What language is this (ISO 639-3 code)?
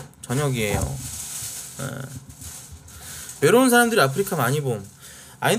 kor